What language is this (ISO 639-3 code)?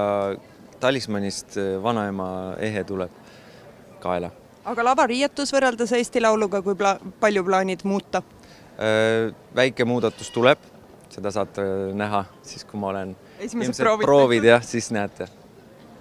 est